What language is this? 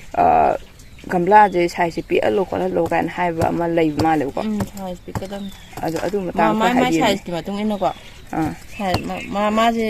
Manipuri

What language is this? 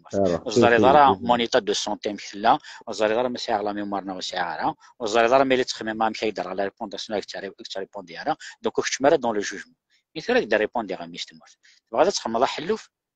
Kabyle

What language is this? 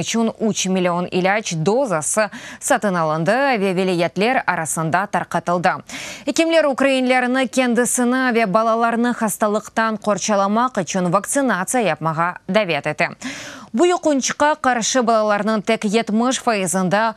Crimean Tatar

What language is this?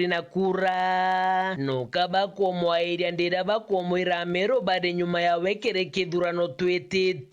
Meru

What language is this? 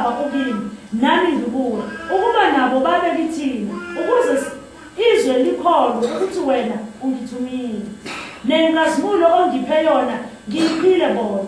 Zulu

